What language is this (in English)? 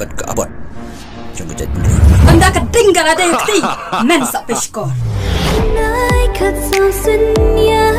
Khasi